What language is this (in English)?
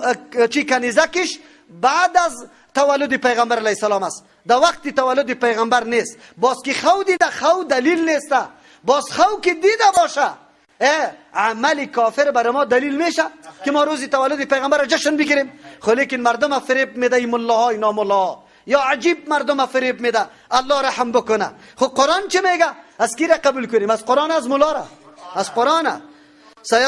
Persian